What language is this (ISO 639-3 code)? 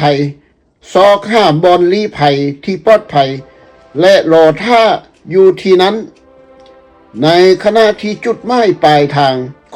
lao